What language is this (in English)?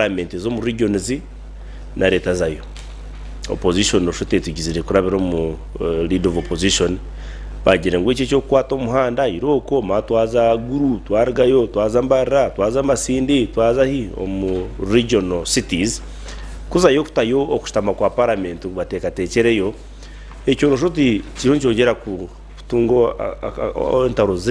Nyankole